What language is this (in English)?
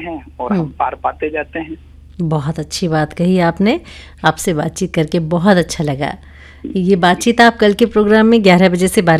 Hindi